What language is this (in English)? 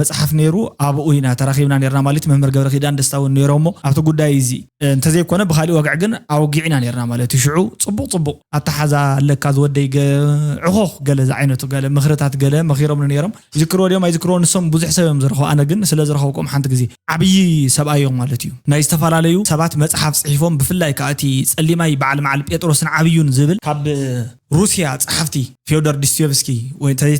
Tigrinya